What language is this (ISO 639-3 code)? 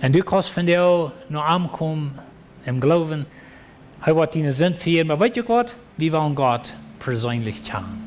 pdt